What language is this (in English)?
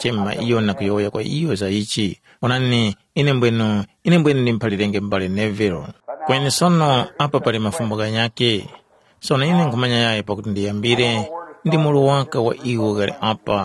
Tumbuka